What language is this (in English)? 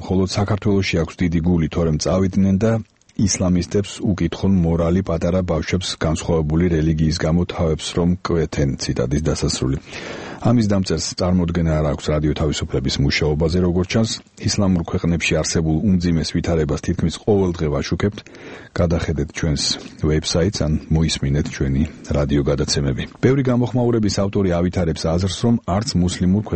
Georgian